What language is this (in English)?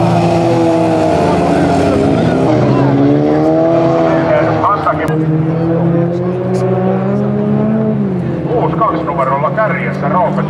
Finnish